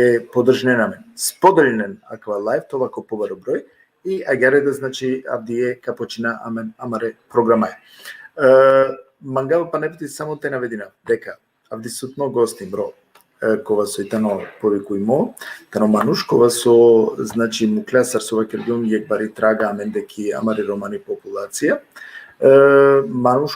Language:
Balkan Romani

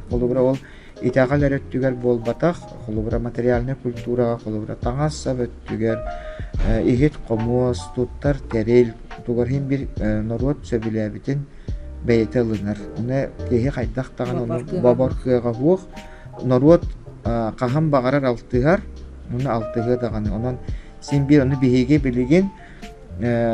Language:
Yakut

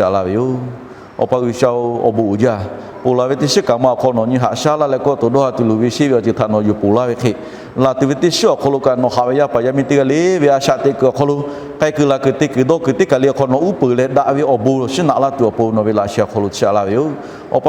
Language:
Lahu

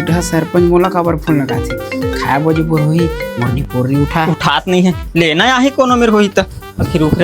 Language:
Chhattisgarhi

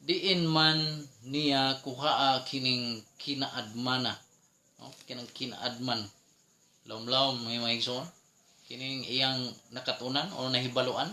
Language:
Cebuano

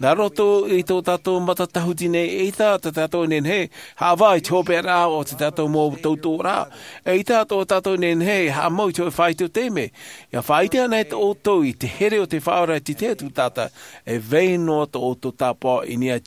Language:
Tahitian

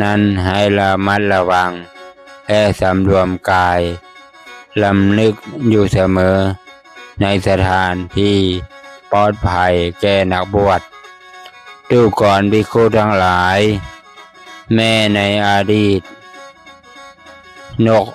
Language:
Lao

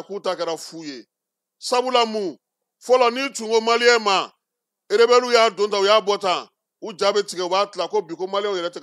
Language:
Bambara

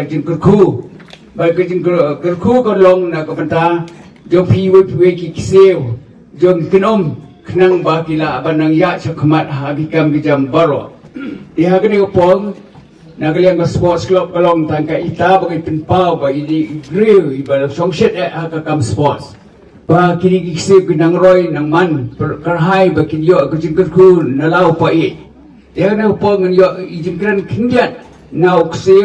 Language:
Khasi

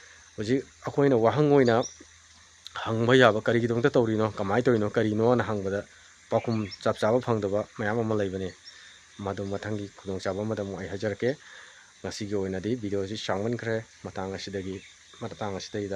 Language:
Manipuri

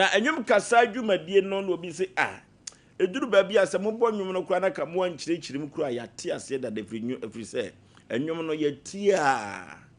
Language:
Akan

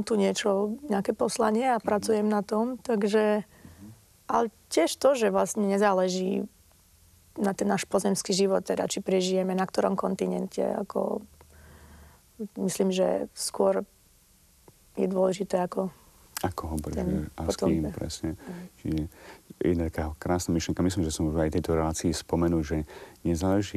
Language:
Slovak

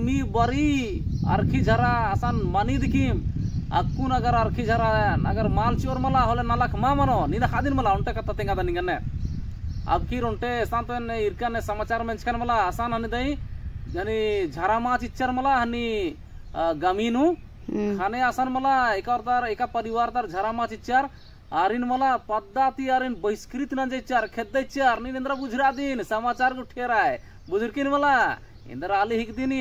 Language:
Kurukh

